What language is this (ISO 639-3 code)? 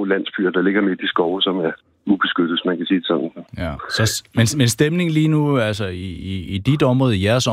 dan